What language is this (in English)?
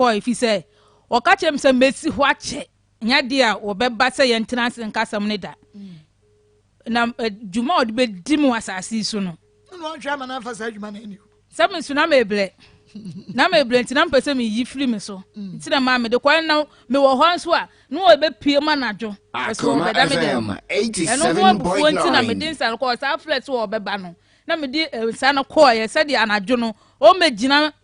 Akan